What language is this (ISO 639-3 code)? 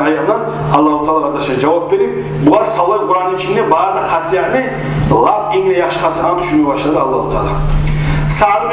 kum